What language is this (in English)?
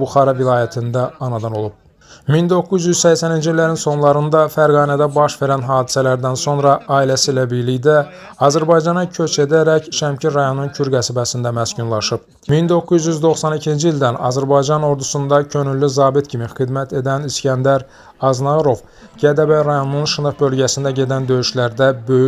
Azerbaijani